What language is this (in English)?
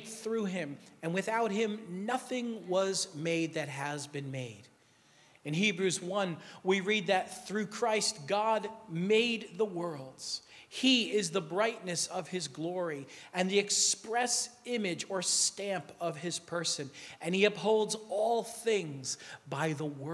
English